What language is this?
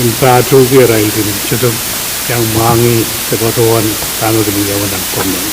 Pohnpeian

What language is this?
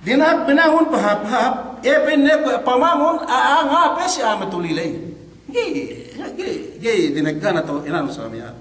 Yakan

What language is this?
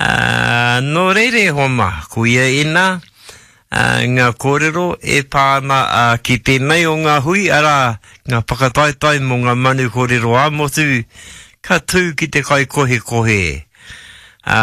Māori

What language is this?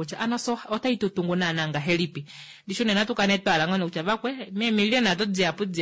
Kuanyama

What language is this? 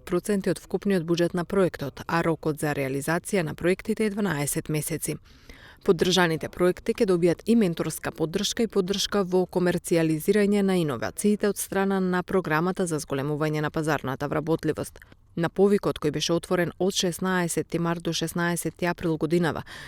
Macedonian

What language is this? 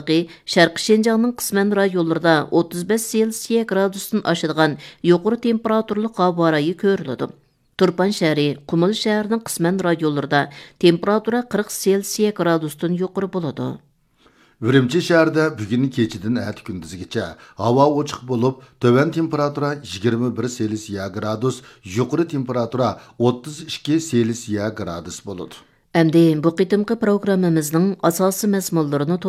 Uyghur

